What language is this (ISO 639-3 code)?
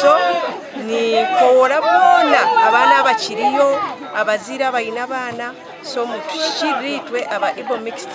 nyn